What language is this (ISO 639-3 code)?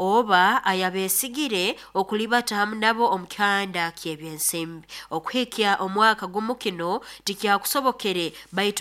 nyo